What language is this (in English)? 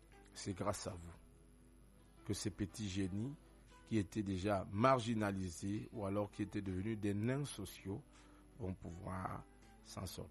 French